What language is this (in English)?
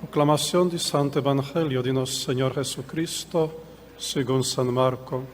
Papiamento